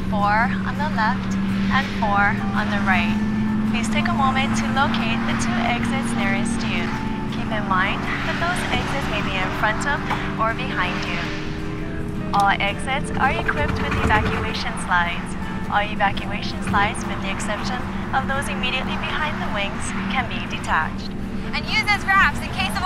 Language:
English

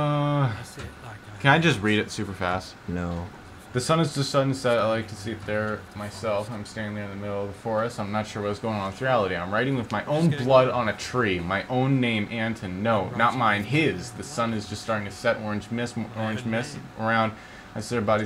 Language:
English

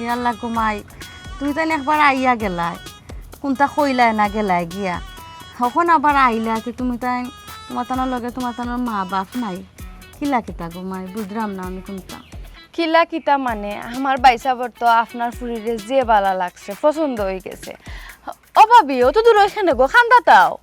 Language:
Sylheti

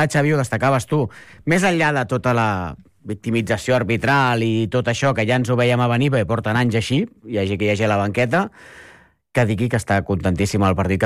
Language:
Catalan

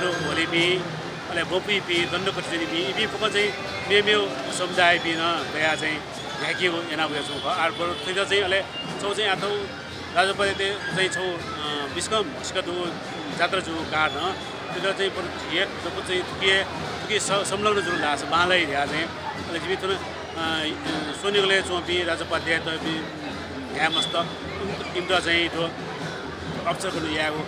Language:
Newari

